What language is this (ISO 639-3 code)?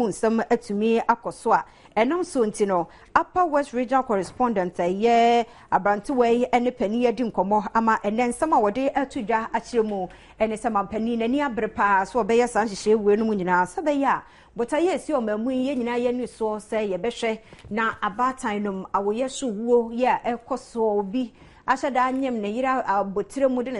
aka